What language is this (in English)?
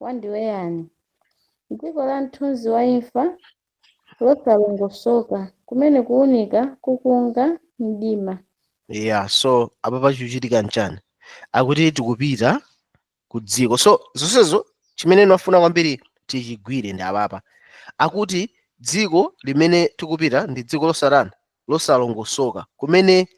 Nyanja